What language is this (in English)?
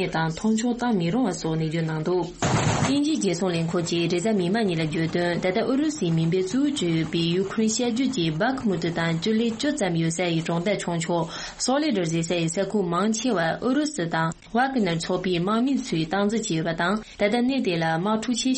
Tibetan